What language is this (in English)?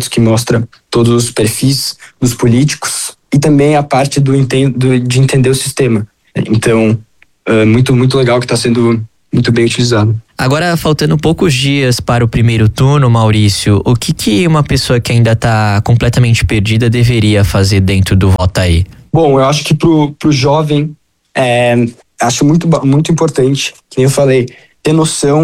Portuguese